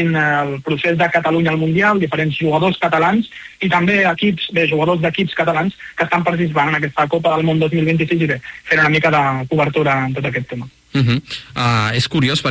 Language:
Catalan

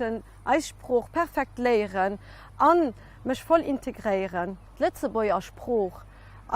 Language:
Luxembourgish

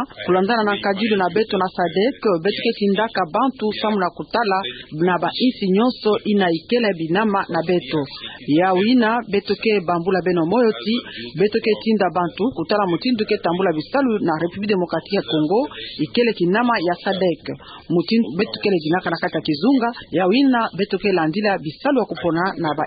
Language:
Kituba (Democratic Republic of Congo)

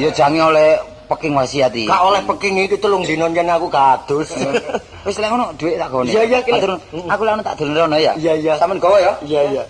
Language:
Javanese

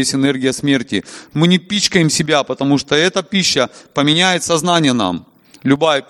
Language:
Russian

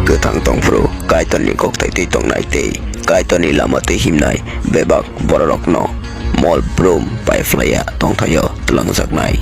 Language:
Kok Borok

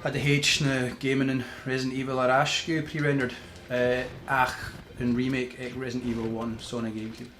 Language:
Scottish Gaelic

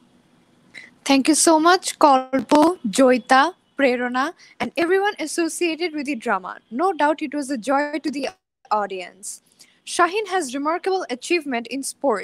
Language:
English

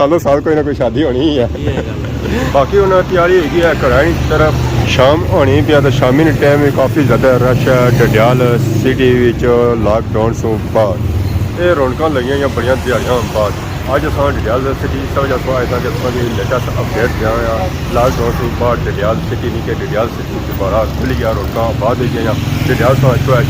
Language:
Pahari-Potwari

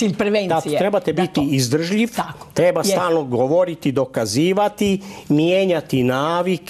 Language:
Croatian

